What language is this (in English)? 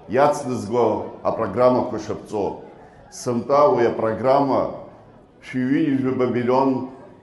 Abkhazian